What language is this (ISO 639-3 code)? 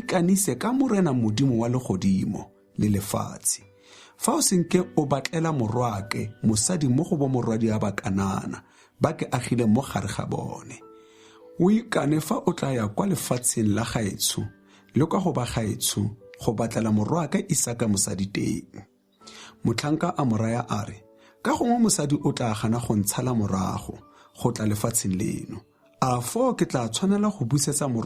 tsn